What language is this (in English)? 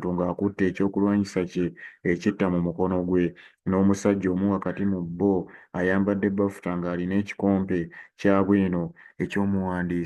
Ganda